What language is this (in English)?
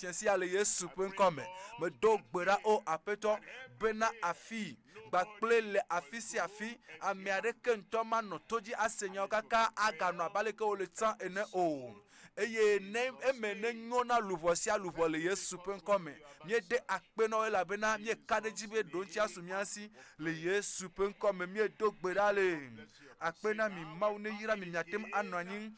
Ewe